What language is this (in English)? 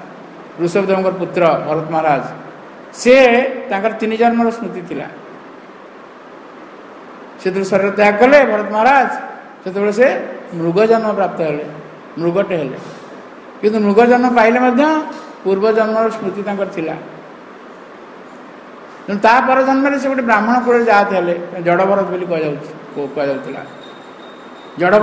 Odia